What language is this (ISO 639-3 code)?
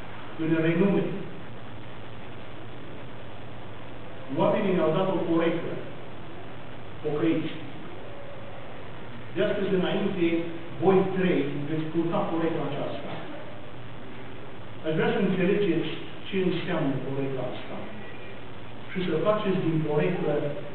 ron